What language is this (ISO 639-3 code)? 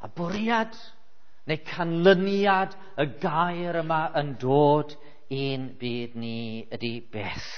cym